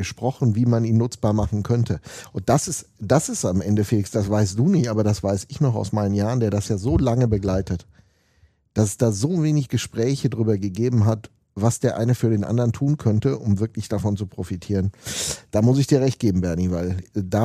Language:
German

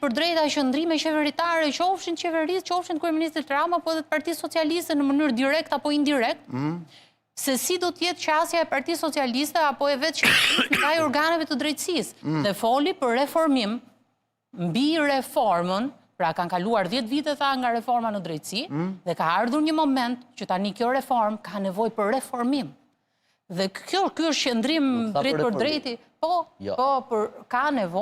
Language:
Albanian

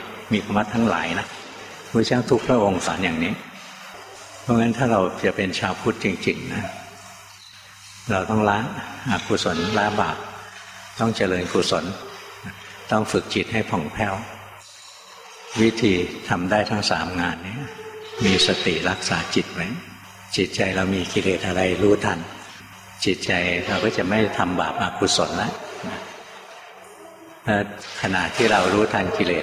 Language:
Thai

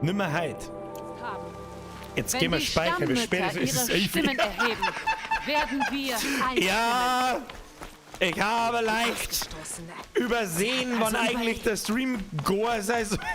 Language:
Bavarian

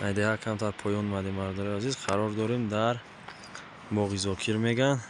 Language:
Tajik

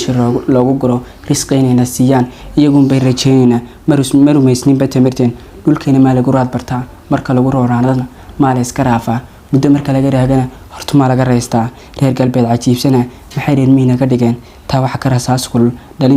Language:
Somali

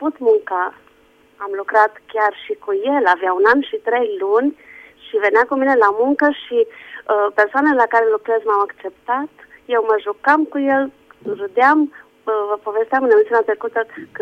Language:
Romanian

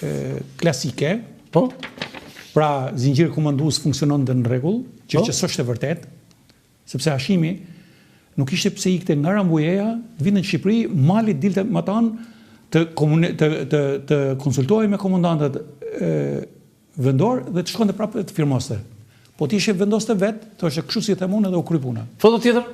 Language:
Albanian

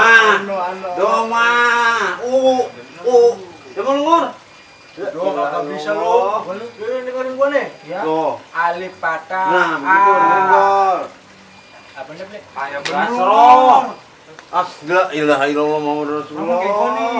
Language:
Betawi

